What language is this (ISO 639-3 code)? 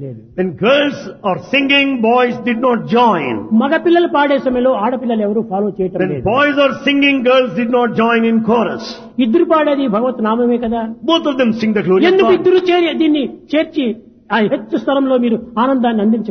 tel